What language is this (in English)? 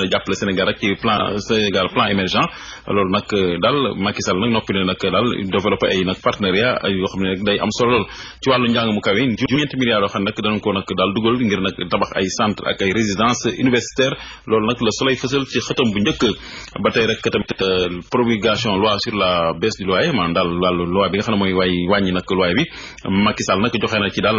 Wolof